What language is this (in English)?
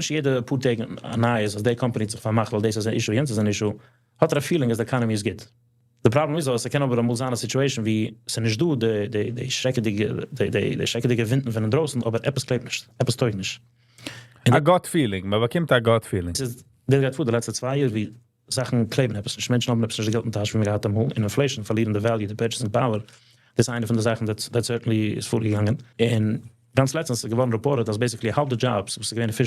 Yiddish